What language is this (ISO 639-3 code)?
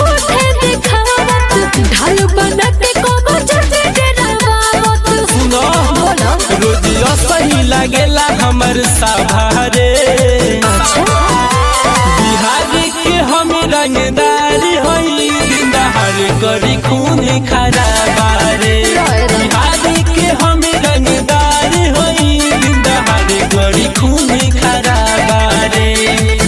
bho